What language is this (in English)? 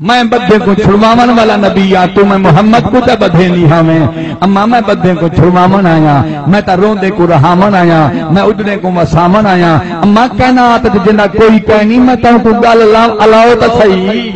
Saraiki